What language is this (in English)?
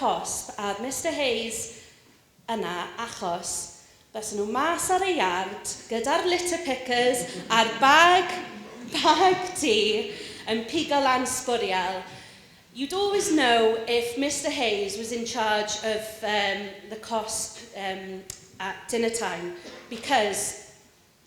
Welsh